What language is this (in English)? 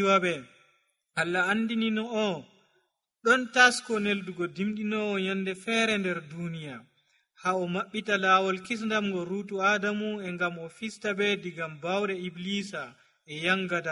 Nigerian Fulfulde